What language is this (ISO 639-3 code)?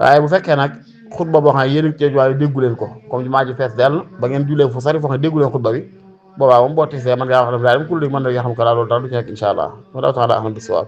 wol